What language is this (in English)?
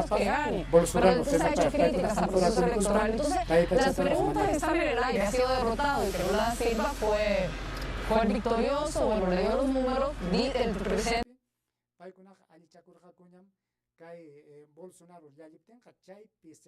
Ayacucho Quechua